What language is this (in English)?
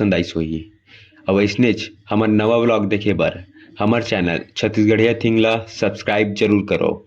Chhattisgarhi